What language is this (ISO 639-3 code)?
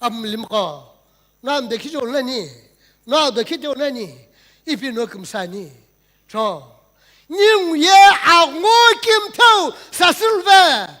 nsm